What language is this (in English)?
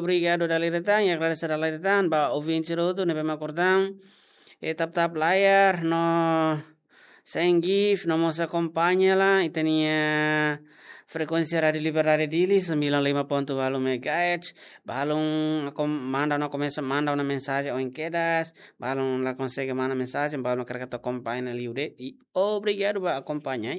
Tetum